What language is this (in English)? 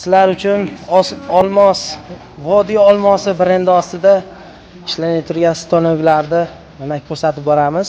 Uzbek